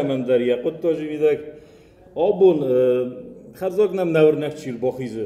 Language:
Ossetic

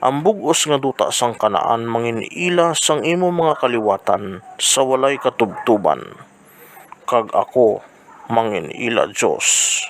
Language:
Hiligaynon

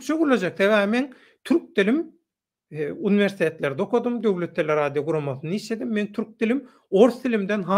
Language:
Turkmen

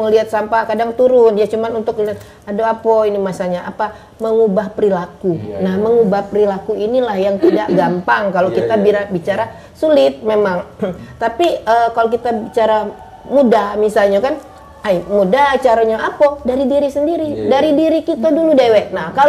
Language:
Musi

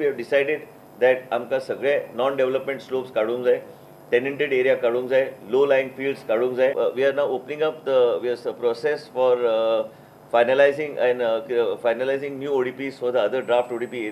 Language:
Konkani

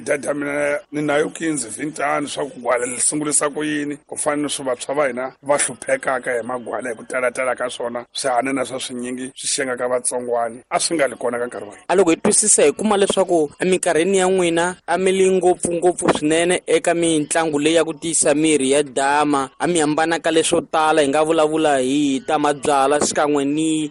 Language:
Tsonga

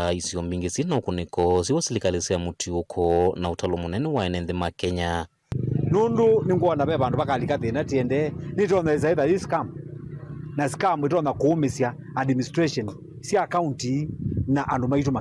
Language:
Kamba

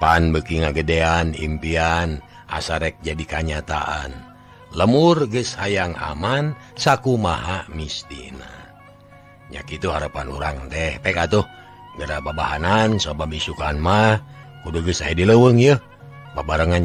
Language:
Sundanese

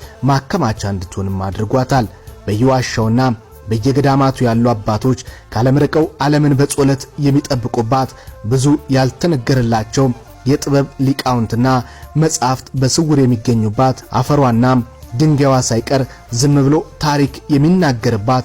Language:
Amharic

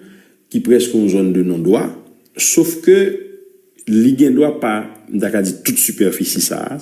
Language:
Haitian Creole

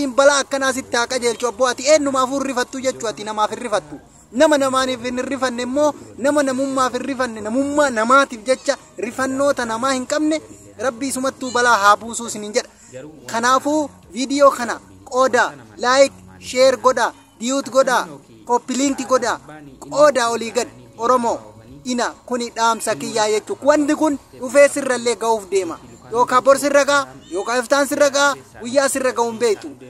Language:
Oromo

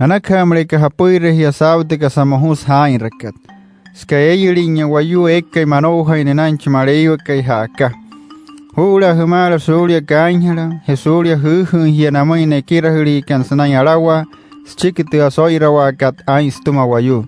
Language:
Wayuu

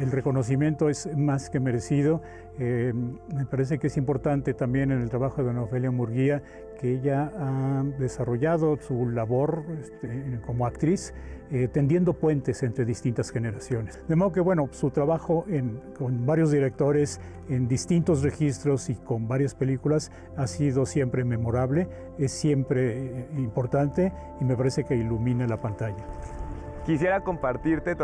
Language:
Spanish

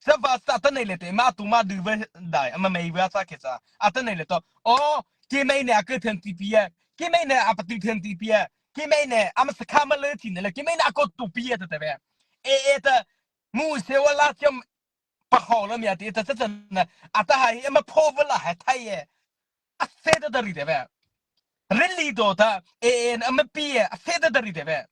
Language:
Mara Chin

